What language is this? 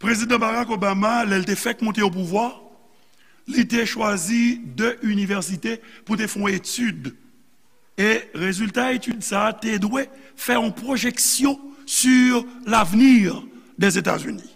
Haitian Creole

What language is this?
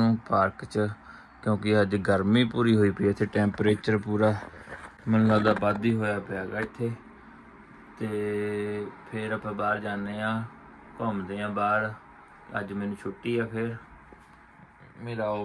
Punjabi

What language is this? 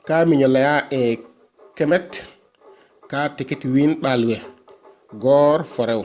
Serer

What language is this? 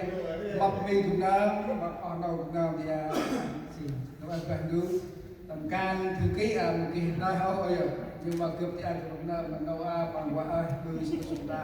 Central Mnong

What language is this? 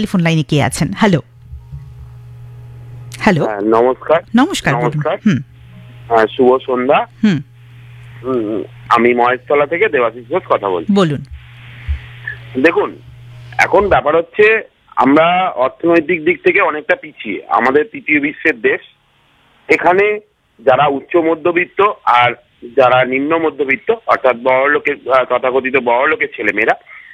Bangla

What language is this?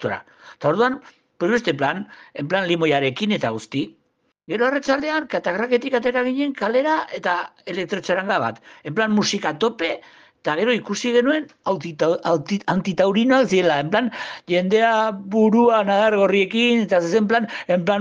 Basque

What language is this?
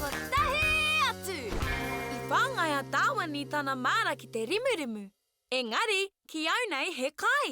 Māori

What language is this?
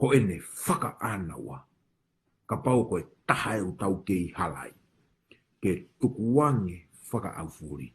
Tongan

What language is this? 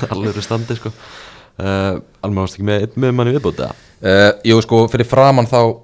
Icelandic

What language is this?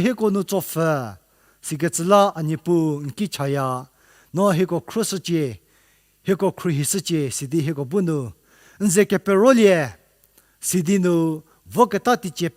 Angami Naga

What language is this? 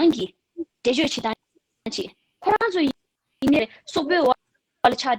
Tibetan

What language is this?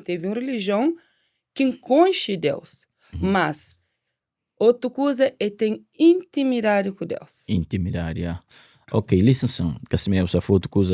Kabuverdianu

